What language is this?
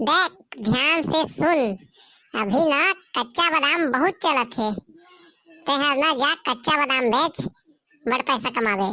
Chhattisgarhi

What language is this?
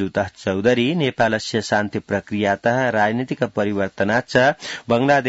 Sanskrit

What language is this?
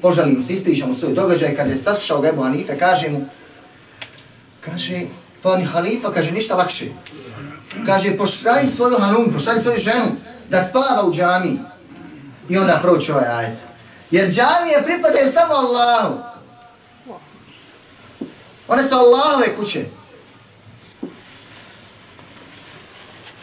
Bosnian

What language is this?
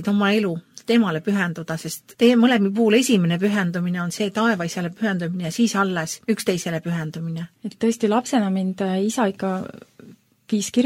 Estonian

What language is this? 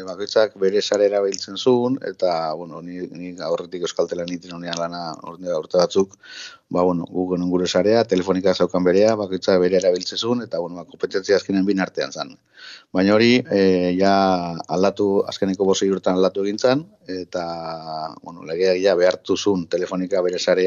Basque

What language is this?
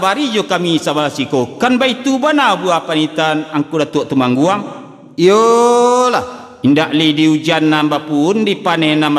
Minangkabau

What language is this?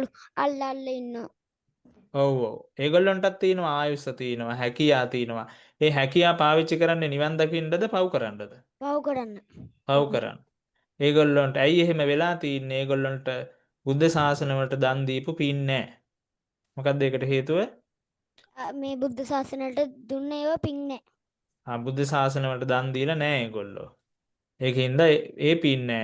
Sinhala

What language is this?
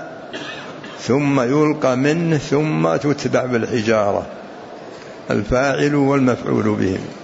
Arabic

